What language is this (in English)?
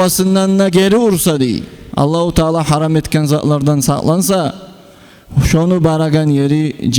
Kumyk